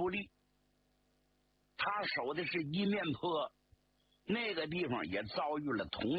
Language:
Chinese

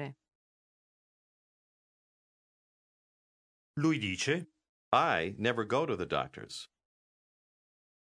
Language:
Italian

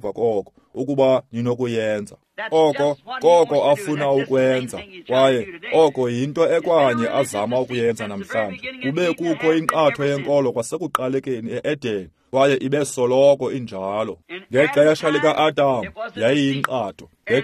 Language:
Xhosa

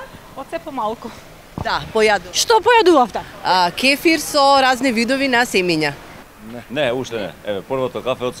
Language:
Macedonian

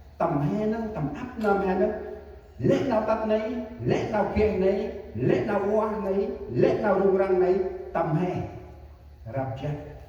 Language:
Central Mnong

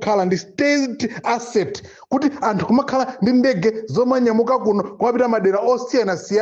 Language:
Nyanja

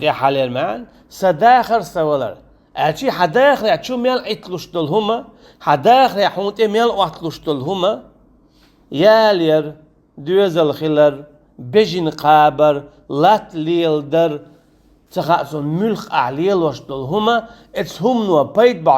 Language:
Chechen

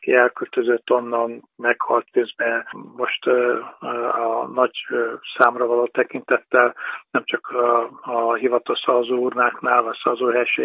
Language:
Hungarian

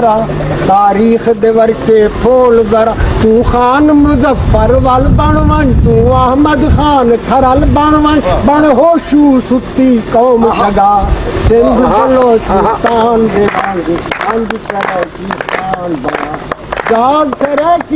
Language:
Saraiki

